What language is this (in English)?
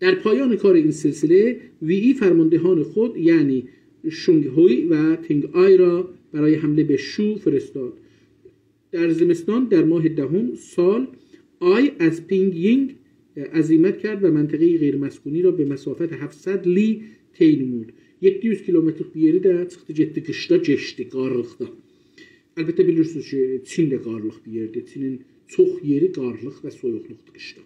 South Azerbaijani